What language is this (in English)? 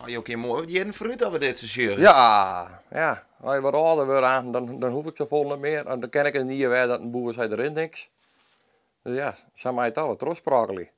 Western Frisian